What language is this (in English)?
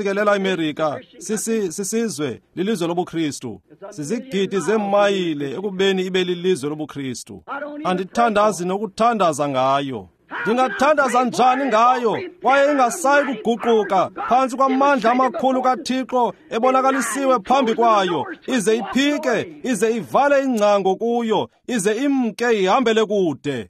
Xhosa